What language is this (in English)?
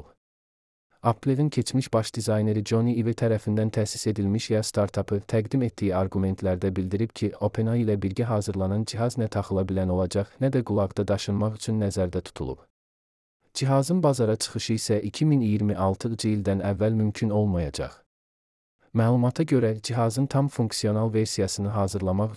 Azerbaijani